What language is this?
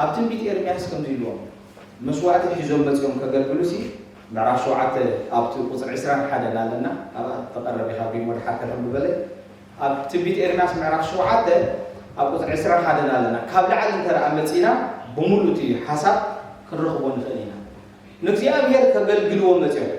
Tigrinya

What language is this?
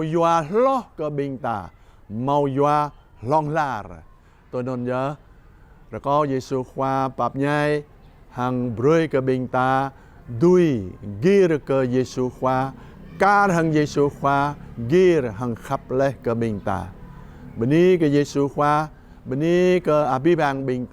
Jarai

